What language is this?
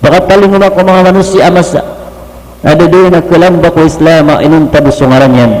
Maranao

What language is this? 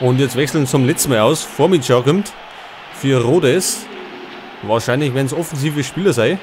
Bavarian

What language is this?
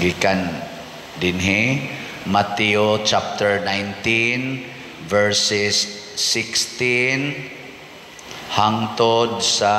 Cebuano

